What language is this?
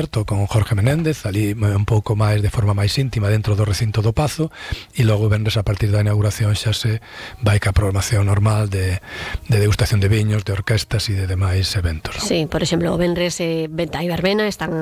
Galician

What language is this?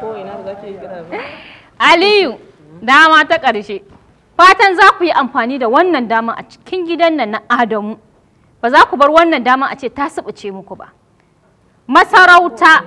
Hausa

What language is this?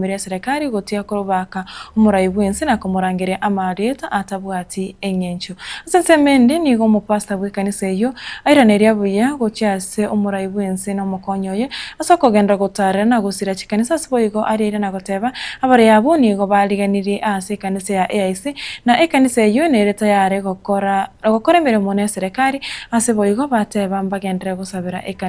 Gusii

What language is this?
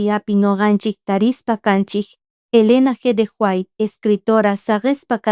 South Bolivian Quechua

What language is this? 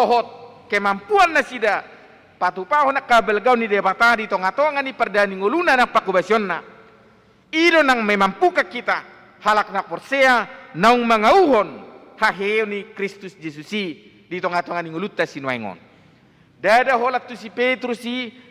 Batak Toba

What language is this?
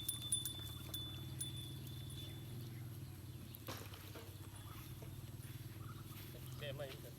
Lao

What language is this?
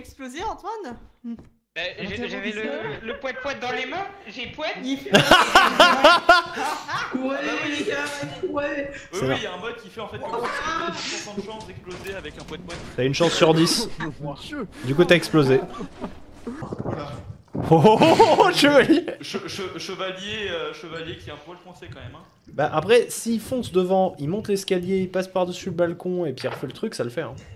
French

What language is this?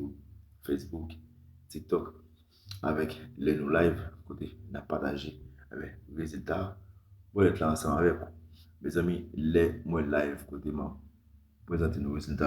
Haitian Creole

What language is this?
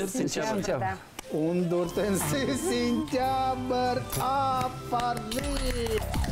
Bashkir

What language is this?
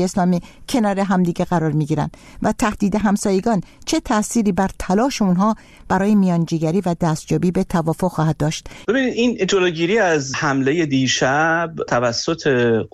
Persian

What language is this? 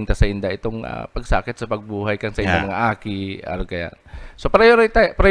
Bikol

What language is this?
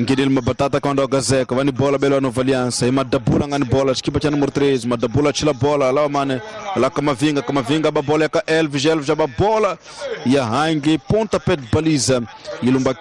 Tsonga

